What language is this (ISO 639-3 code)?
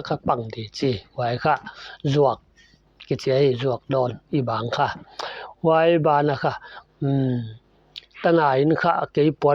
pck